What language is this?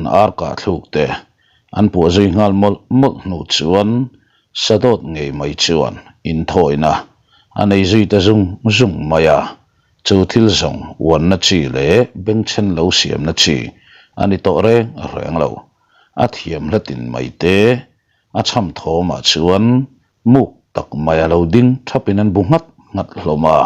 Mizo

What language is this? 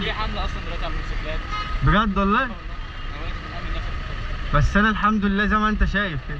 Egyptian Arabic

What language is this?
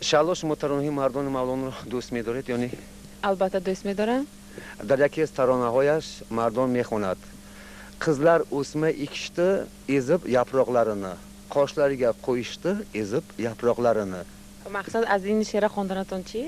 Tajik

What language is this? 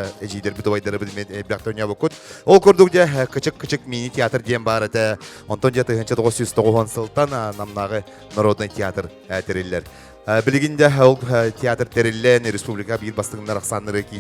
Yakut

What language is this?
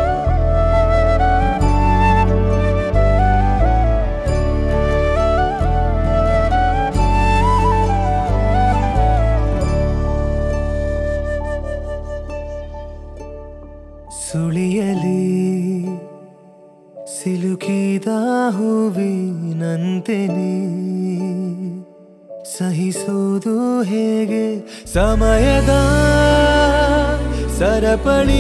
Kannada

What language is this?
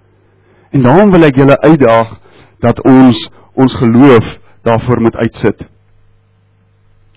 Afrikaans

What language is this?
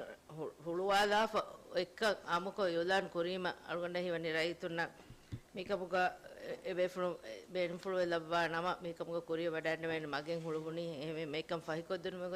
Divehi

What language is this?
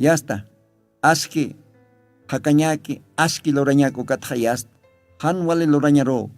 Aymara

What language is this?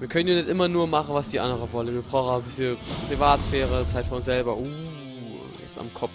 Palatine German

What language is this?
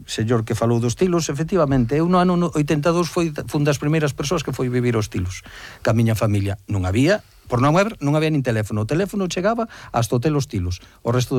Galician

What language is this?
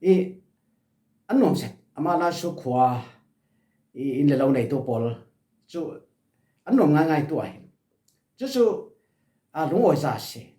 Falam Chin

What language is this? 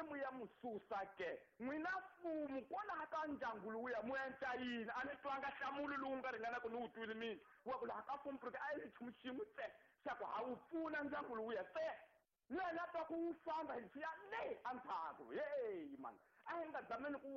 Tsonga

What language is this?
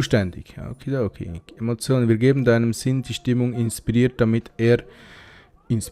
Swiss German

